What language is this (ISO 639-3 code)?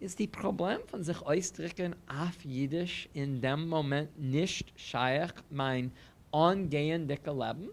yid